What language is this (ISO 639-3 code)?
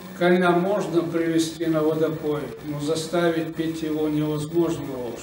che